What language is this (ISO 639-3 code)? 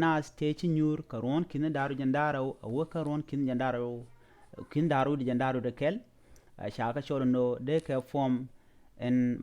nus